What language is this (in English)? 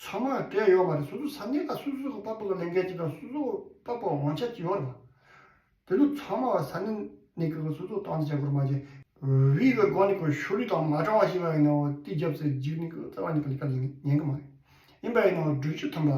Tibetan